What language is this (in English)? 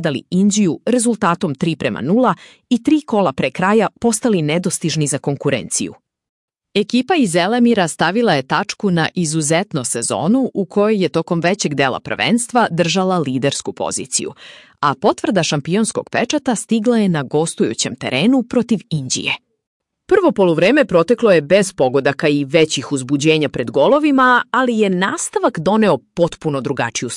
Serbian